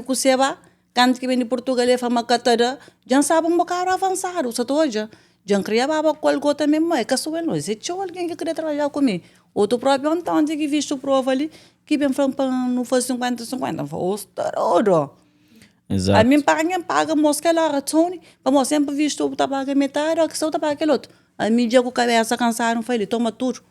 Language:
Kabuverdianu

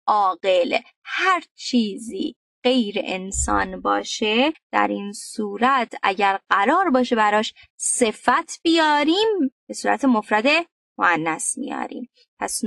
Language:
Persian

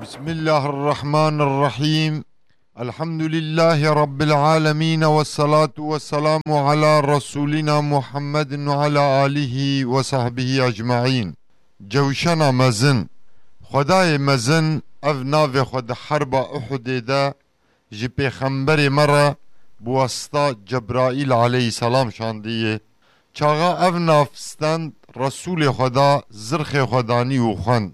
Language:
Kurdish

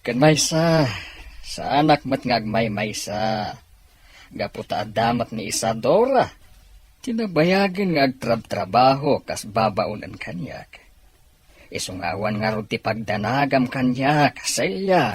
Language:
Iloko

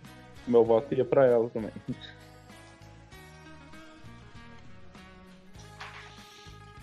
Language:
Portuguese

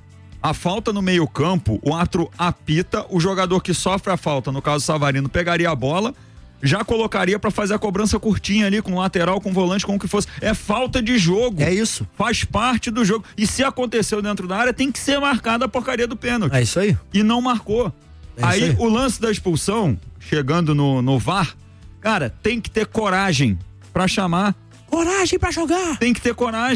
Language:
Portuguese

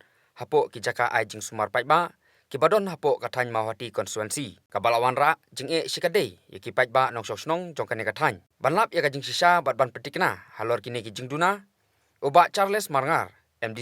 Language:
Khasi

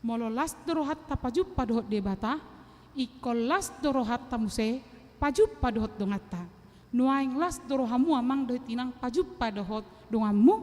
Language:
Batak Toba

